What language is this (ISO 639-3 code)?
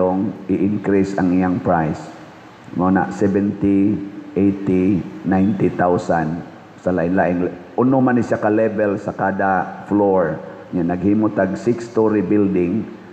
ceb